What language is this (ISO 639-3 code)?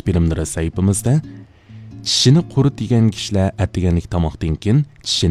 uig